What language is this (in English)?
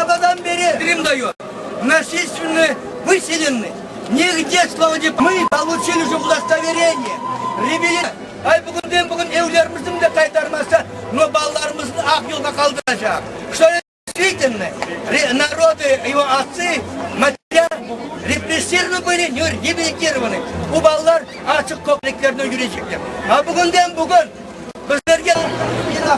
Crimean Tatar